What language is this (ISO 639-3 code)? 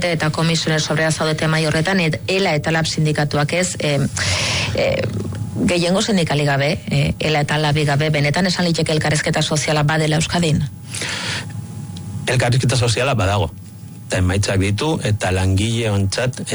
eus